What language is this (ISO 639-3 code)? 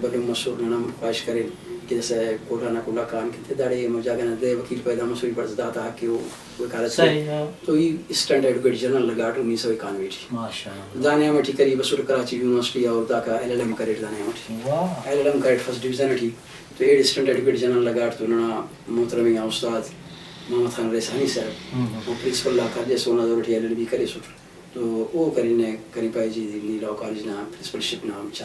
brh